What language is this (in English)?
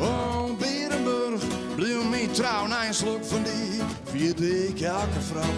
Western Frisian